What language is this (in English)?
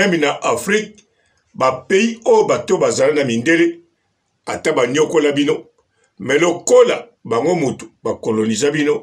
Lingala